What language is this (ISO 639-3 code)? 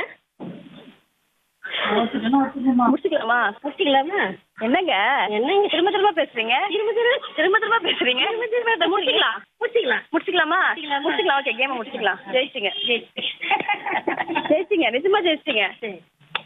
tam